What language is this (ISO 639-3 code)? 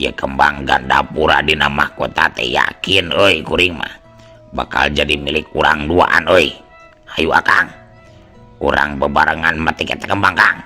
sun